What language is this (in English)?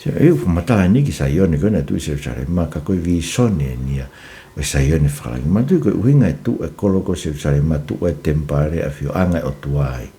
Tongan